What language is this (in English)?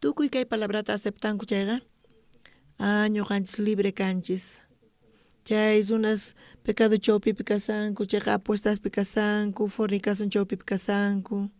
South Bolivian Quechua